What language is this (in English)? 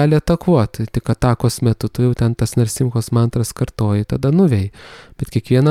Lithuanian